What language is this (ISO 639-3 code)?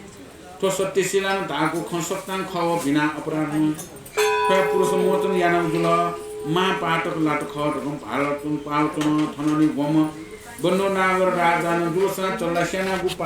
new